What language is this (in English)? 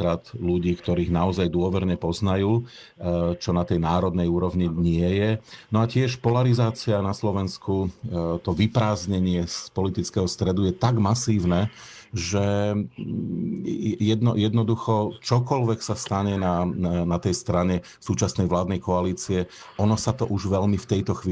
Slovak